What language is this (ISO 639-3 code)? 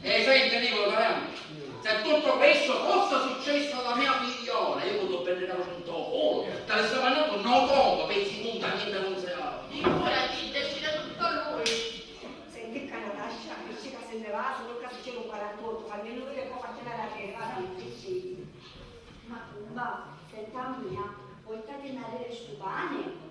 scn